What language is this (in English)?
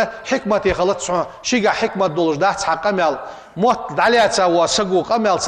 Ingush